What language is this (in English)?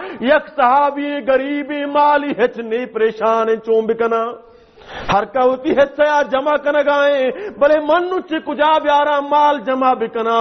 Baluchi